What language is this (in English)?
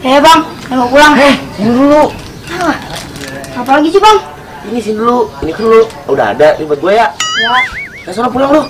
Betawi